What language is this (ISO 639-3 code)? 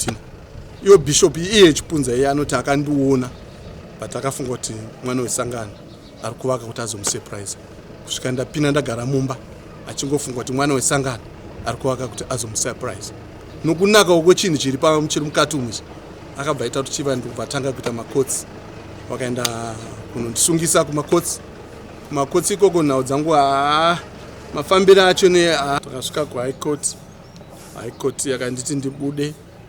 sna